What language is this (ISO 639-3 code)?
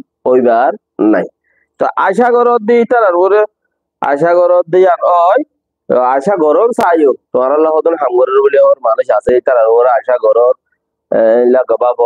rhg